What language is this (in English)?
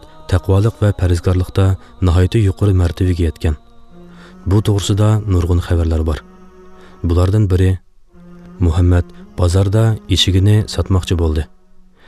Uyghur